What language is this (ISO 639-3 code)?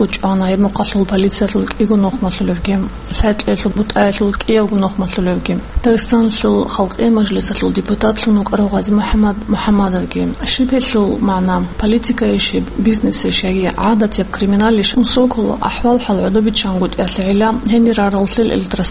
ava